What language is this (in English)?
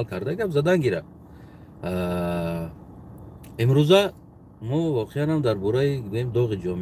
Tajik